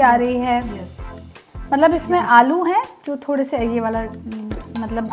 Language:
Hindi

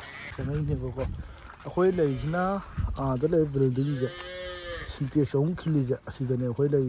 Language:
Manipuri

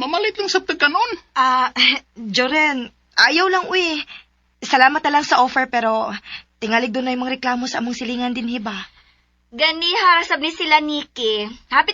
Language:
Cebuano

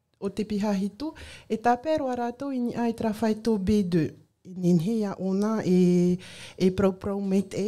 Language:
Tahitian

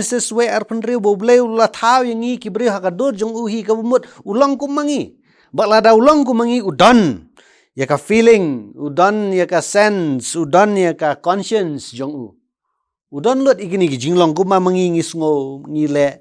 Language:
Khasi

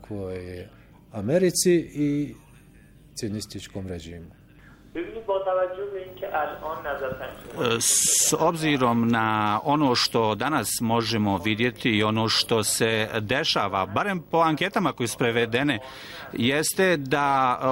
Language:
Bosnian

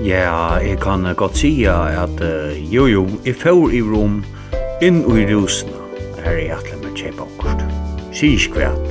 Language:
Faroese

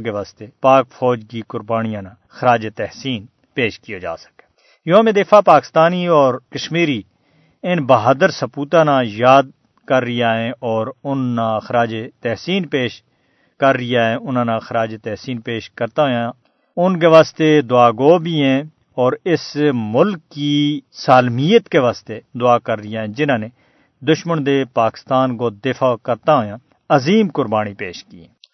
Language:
Gujari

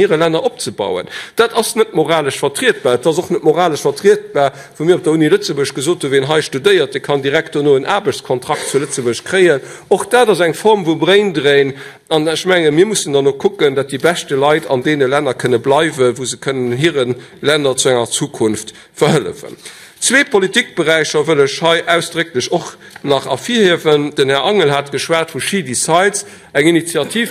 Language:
Luxembourgish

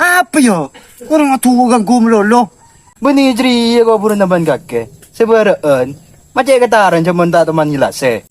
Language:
Madurese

